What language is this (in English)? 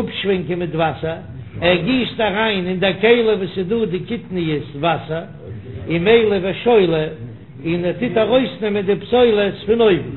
Yiddish